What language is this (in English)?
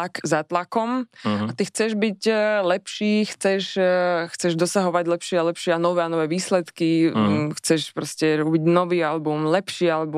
Slovak